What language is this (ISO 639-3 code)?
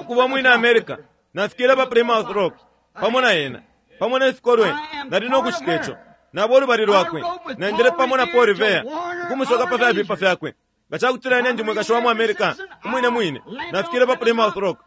bem